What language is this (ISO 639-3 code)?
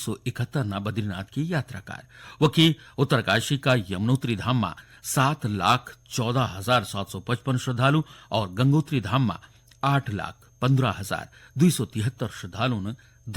gbm